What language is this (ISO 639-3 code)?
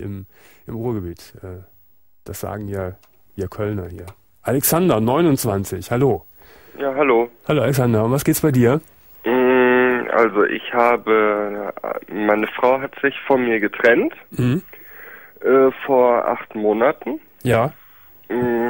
deu